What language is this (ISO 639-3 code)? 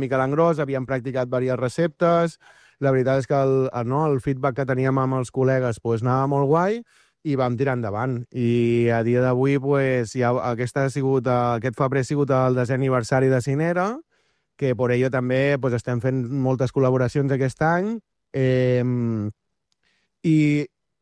cat